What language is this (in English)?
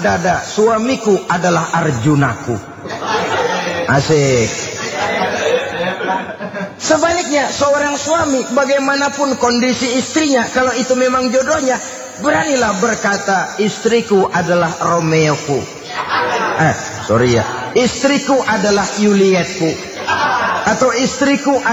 Indonesian